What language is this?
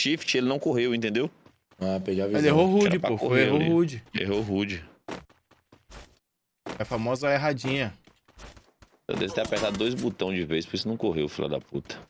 Portuguese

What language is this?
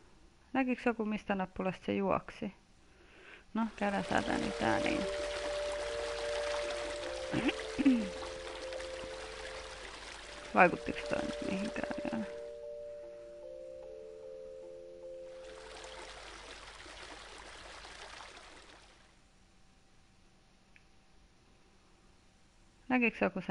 Finnish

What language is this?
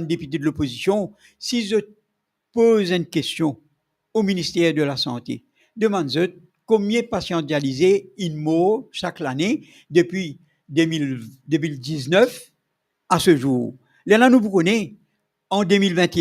Morisyen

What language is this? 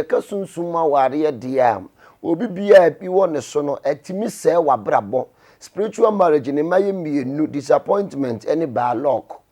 Akan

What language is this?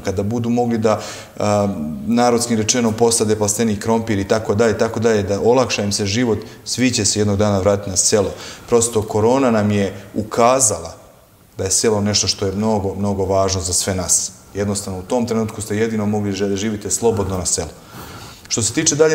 Serbian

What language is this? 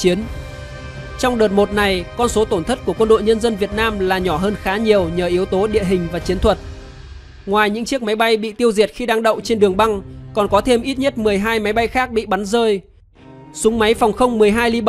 Vietnamese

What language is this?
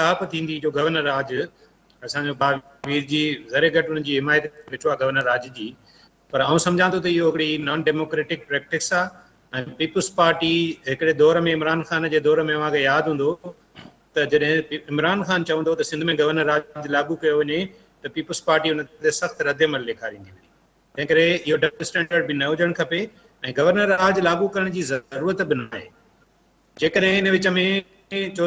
Sindhi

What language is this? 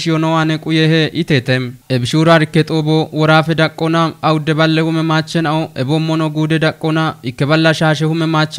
Kafa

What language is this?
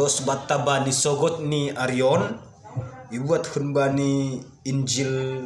Batak Simalungun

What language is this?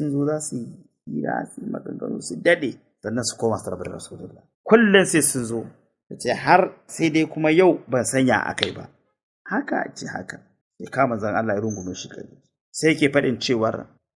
Hausa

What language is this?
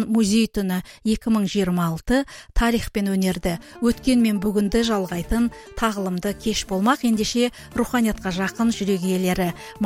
Kazakh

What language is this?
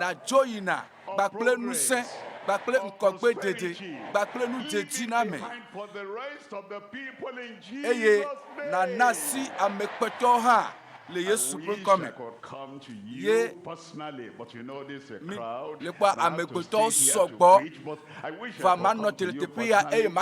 Ewe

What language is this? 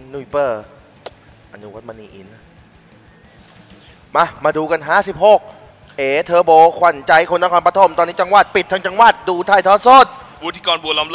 Thai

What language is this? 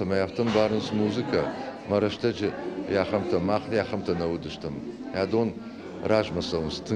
Ossetic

